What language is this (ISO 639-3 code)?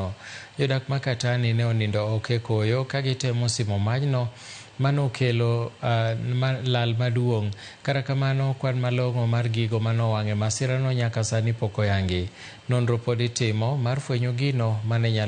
luo